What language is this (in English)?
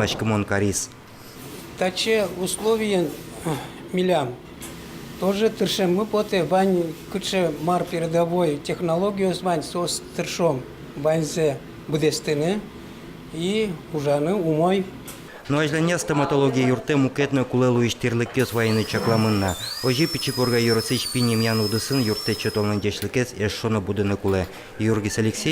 Udmurt